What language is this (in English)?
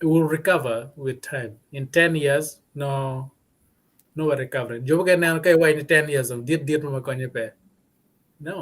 Acoli